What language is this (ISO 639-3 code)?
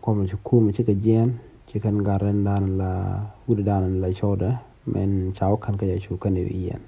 nus